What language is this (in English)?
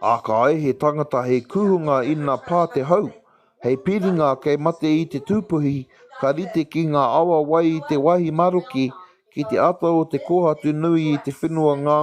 Māori